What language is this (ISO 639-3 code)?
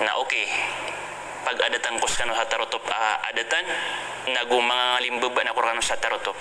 mrw